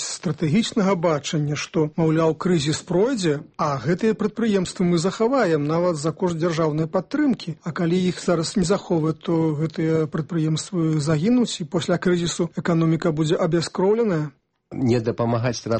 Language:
Belarusian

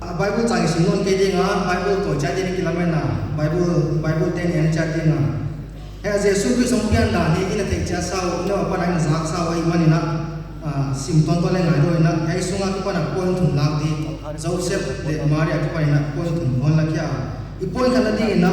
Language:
Paite Chin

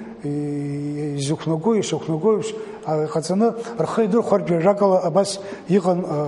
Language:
Abkhazian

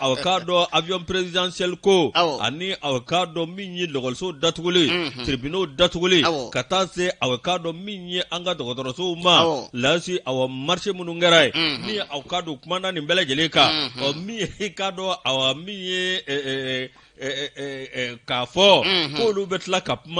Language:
Bambara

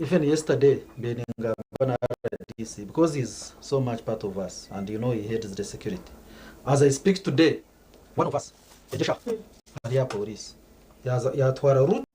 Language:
Nyankole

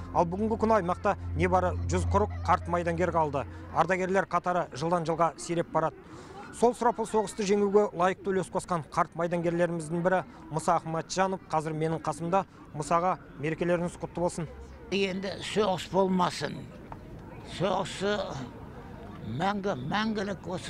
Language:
Kazakh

